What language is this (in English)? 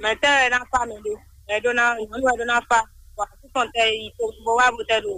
Fon